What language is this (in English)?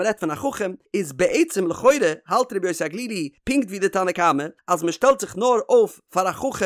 Yiddish